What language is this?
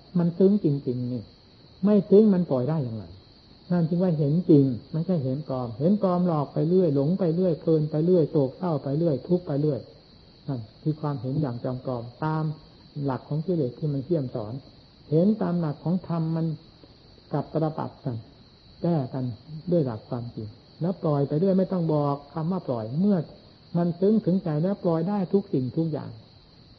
Thai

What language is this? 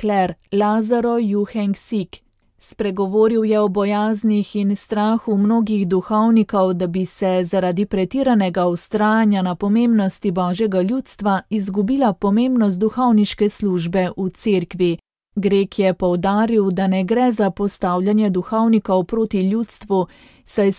Slovenian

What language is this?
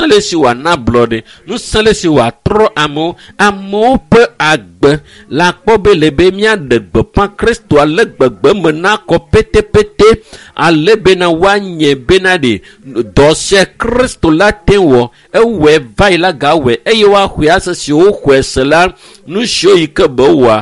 Ewe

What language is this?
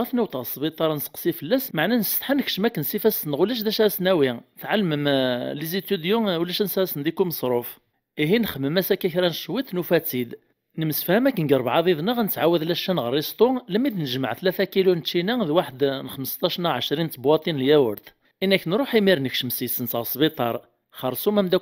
Kabyle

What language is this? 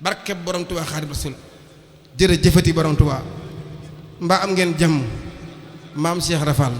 Wolof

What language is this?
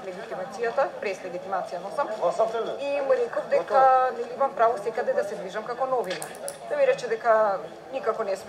Macedonian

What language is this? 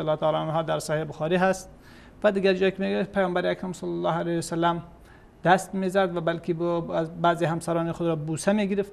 Persian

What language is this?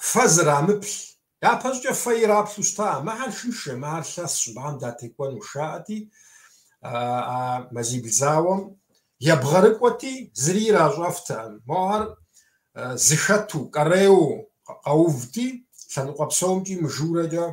Kabardian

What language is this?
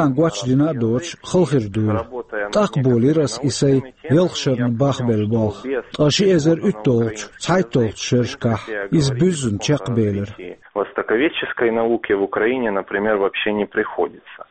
Chechen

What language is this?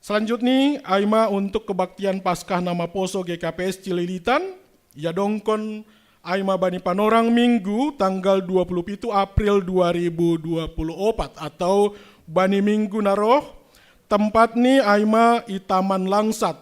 Batak Simalungun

